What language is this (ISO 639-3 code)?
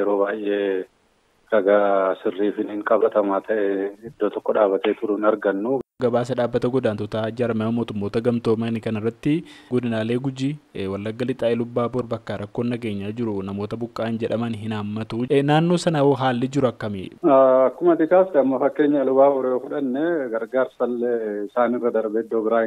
orm